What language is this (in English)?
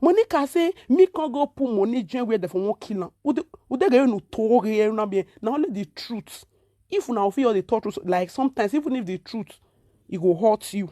Nigerian Pidgin